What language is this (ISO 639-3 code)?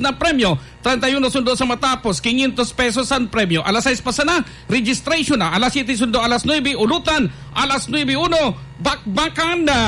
bik